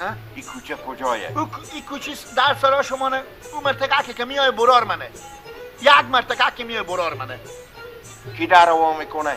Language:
Persian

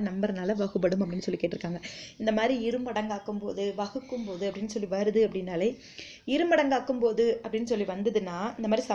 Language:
Tamil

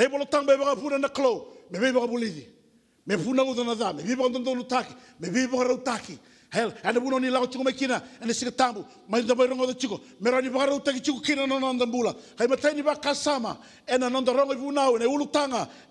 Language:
Fijian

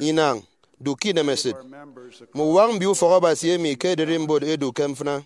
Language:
Efik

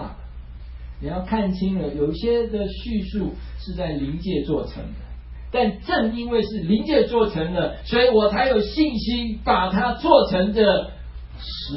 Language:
Chinese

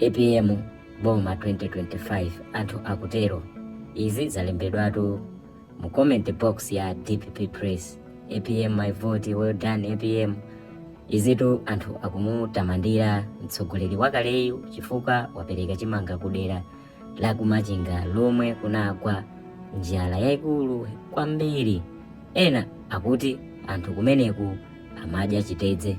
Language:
Nyanja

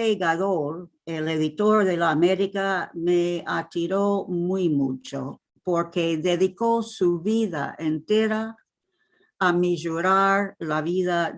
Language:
Ladino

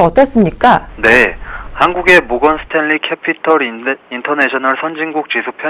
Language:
Korean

